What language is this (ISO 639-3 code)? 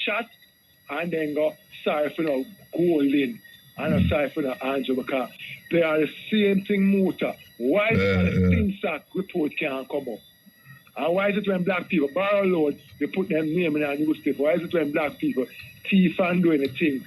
jam